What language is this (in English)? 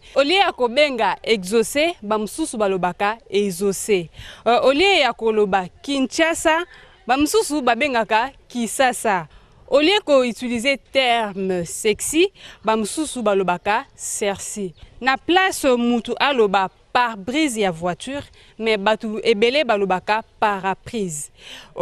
Lingala